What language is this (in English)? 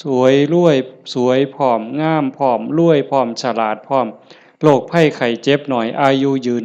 Lao